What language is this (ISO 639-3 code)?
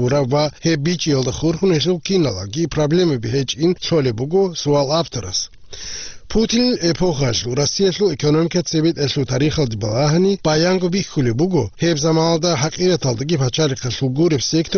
ava